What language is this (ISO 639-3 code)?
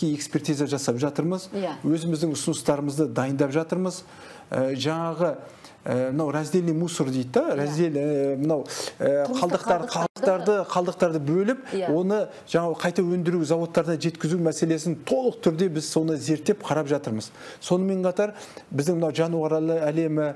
kaz